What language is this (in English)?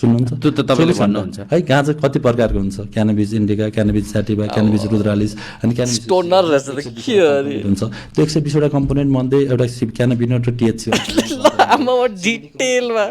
Nepali